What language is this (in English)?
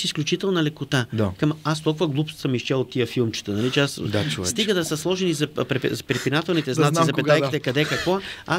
Bulgarian